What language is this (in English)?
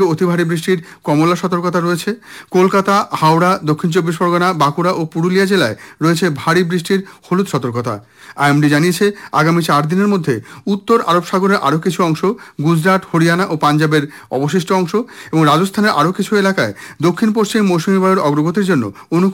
Bangla